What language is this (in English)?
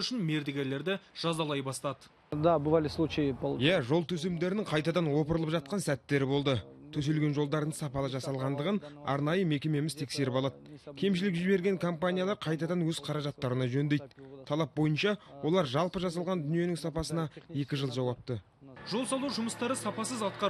Kazakh